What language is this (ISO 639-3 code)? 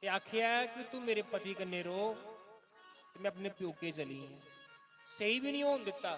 doi